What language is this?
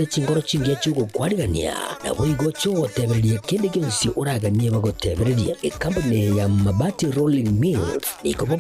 Gusii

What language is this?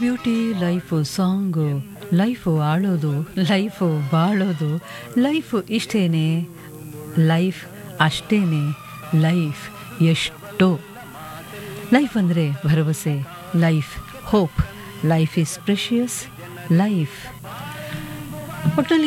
Kannada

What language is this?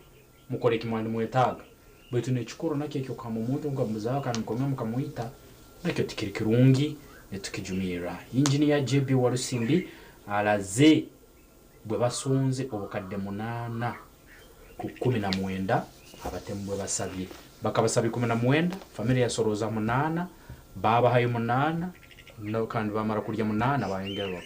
Nyankole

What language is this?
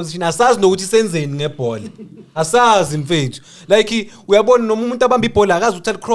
Zulu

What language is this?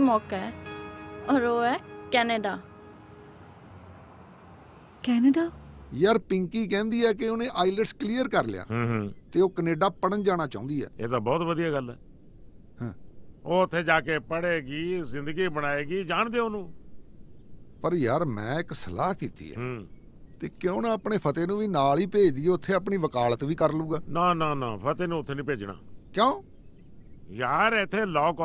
Punjabi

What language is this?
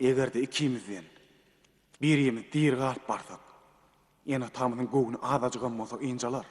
Turkmen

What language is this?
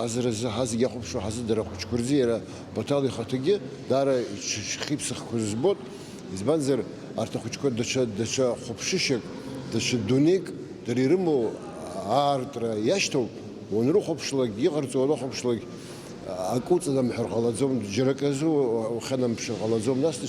Abkhazian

